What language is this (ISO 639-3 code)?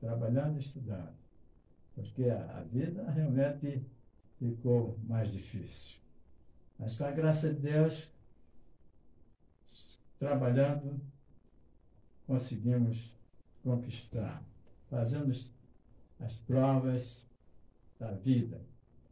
por